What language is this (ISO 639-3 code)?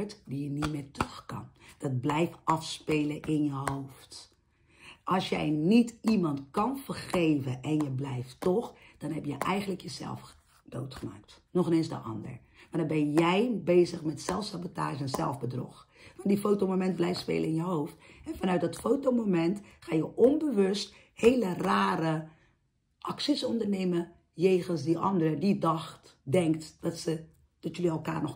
nld